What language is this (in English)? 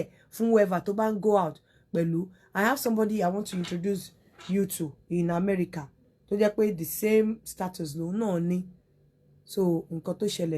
Yoruba